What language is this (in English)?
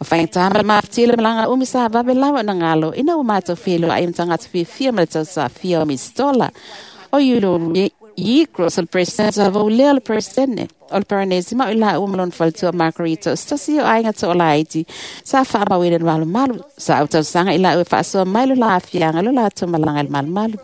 Samoan